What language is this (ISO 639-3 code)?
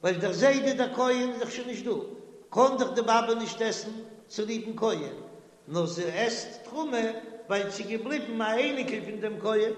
yid